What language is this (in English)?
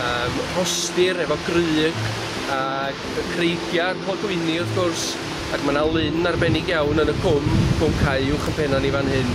Welsh